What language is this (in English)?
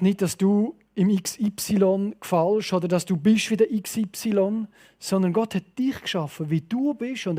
Swiss German